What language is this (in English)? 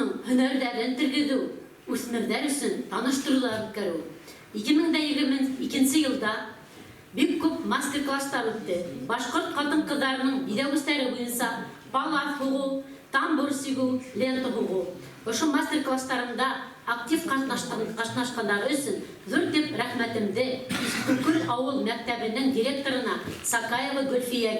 Bashkir